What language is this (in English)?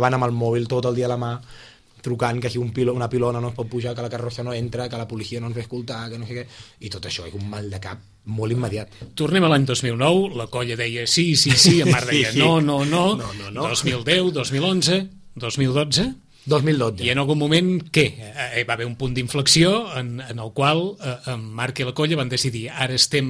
Catalan